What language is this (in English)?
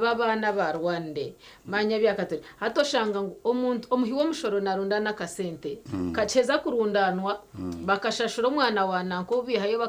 Nyankole